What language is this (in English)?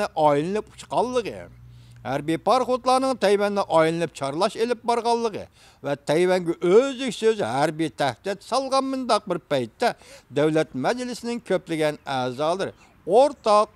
Uyghur